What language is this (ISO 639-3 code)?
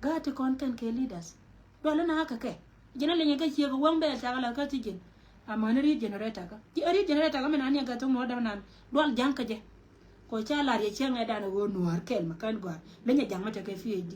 nus